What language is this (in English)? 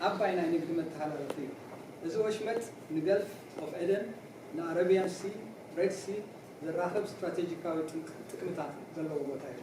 Tigrinya